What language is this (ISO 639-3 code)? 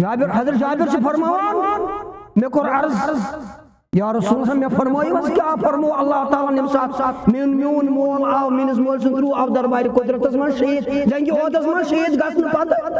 kas